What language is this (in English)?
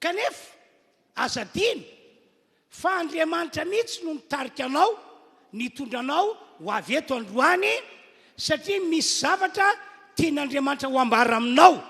Malagasy